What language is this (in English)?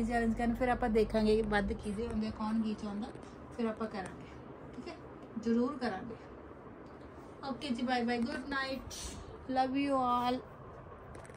Punjabi